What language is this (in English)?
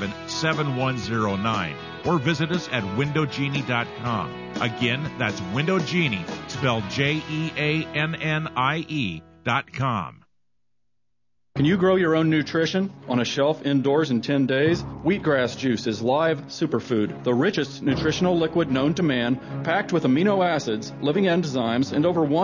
English